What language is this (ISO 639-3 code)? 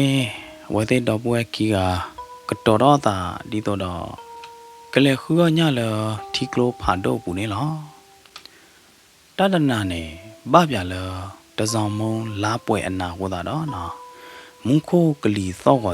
ksw